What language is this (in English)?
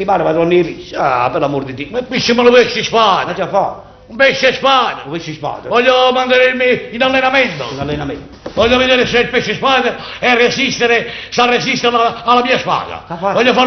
Neapolitan